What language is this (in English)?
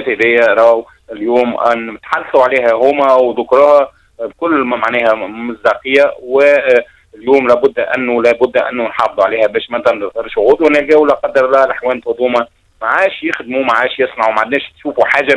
Tunisian Arabic